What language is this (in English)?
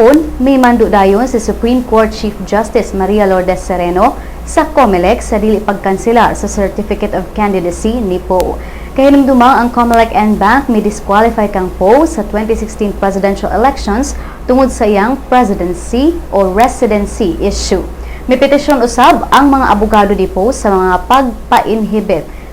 Cebuano